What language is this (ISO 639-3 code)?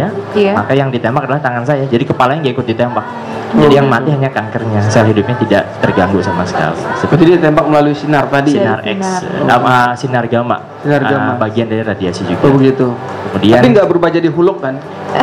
ind